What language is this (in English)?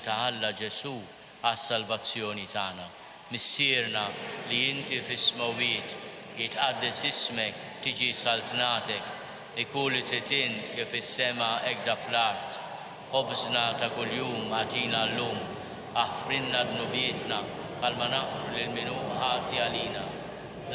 Maltese